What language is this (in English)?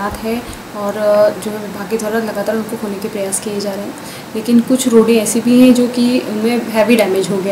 Hindi